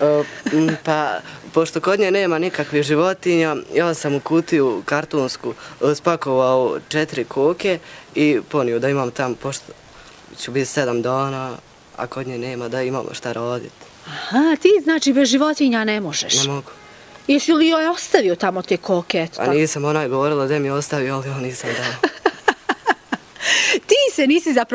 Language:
Bosnian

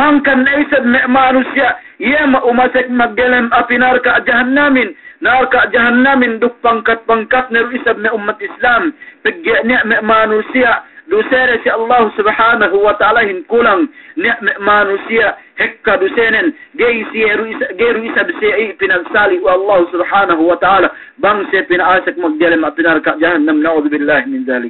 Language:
Yakan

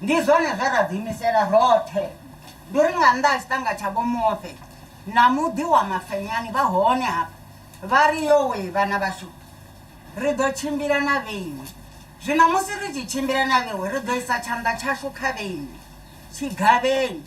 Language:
Venda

